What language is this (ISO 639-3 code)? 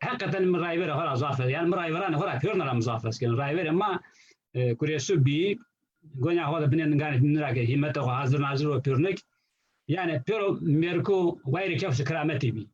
zza